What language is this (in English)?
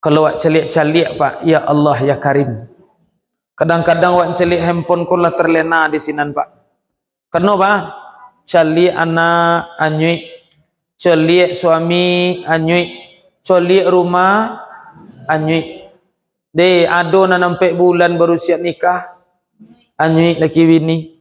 Minangkabau